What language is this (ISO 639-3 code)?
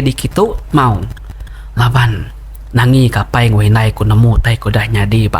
iba